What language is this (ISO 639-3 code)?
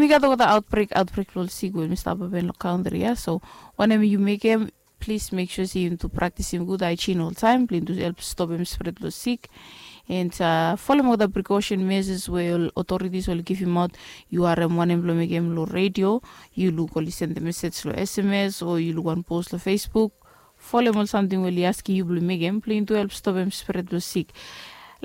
bis